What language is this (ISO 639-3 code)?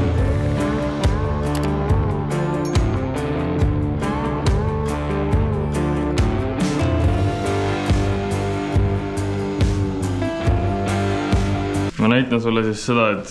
est